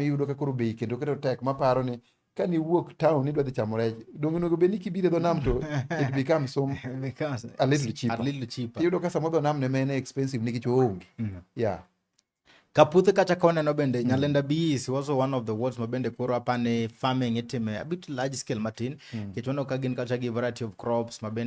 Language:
Luo (Kenya and Tanzania)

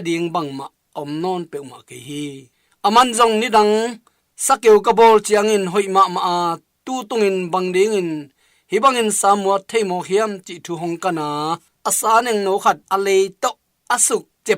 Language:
Tedim Chin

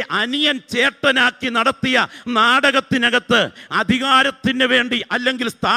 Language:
Malayalam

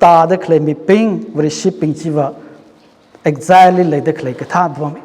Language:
Tangkhul Naga (India)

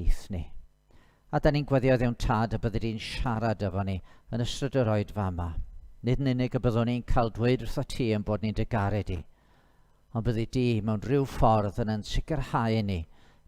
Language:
Welsh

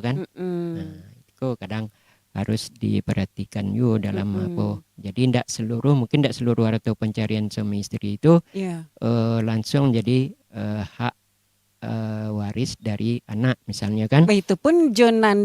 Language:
Minangkabau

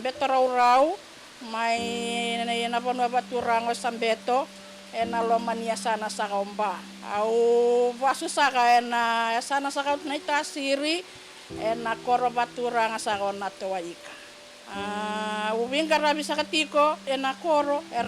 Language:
Fijian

